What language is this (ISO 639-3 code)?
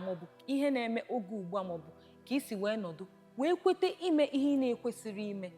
ibo